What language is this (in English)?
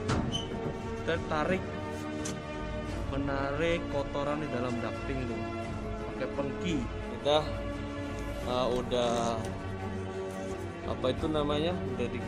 Indonesian